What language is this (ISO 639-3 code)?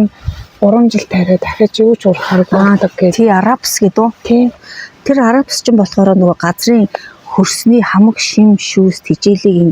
mon